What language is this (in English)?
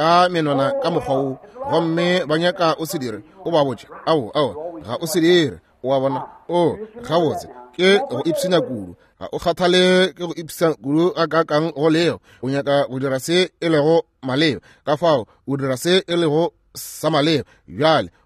Northern Sotho